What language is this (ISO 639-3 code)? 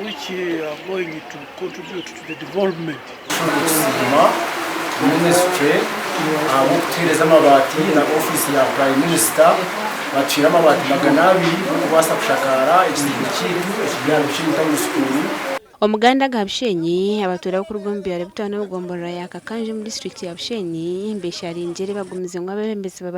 nyn